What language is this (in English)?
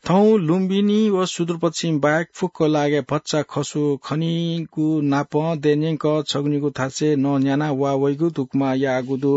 Newari